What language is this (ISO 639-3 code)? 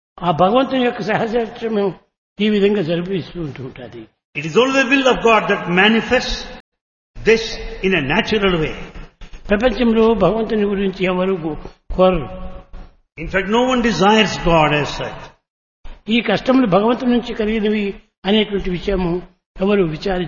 tel